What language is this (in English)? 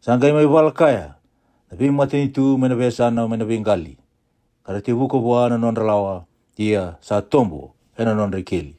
Fijian